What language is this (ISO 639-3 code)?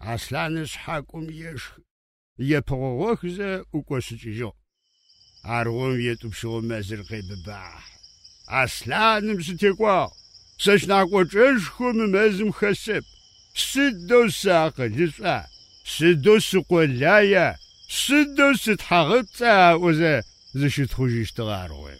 ady